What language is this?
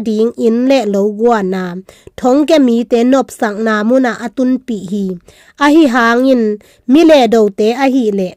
Tedim Chin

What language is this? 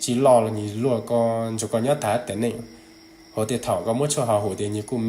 Hmong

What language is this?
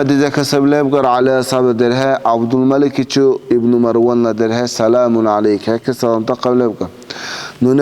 Dargwa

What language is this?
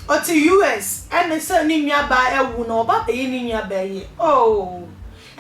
Akan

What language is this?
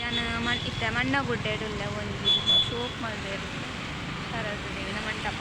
Tulu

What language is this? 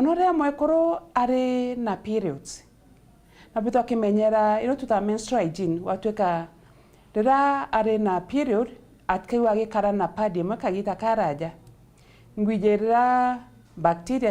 Meru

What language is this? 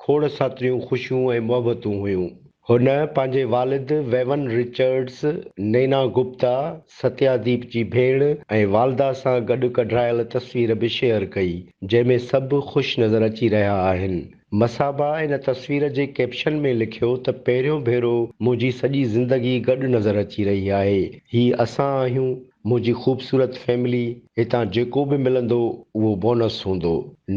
Sindhi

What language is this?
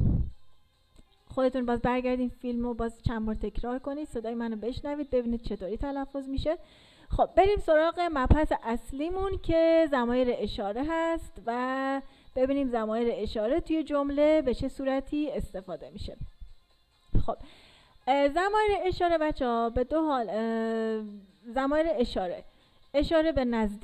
Persian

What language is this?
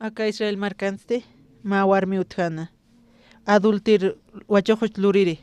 Aymara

